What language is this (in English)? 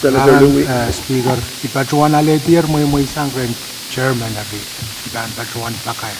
Pohnpeian